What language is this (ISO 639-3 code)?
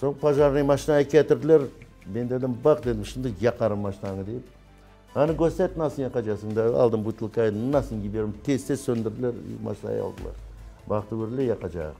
crh